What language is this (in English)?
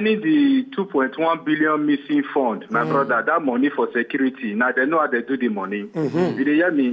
Nigerian Pidgin